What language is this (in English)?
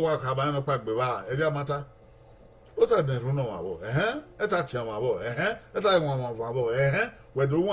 Bini